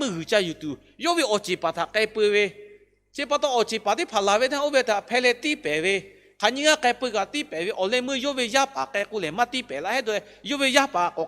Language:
Lahu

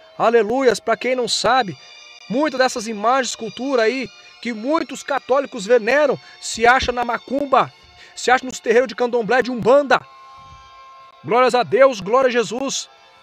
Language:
Portuguese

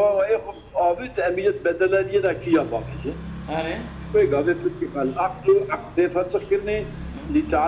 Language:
Kurdish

